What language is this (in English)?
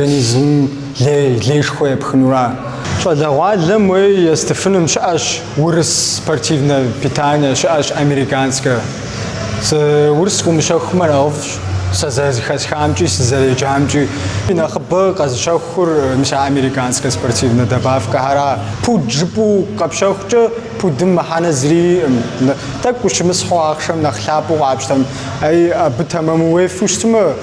Kabardian